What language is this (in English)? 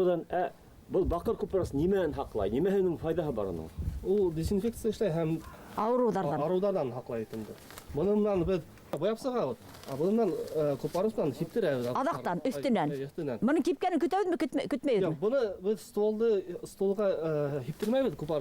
Bashkir